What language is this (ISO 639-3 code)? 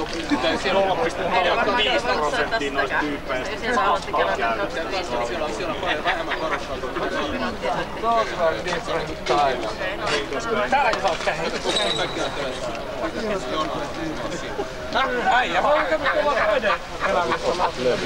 fin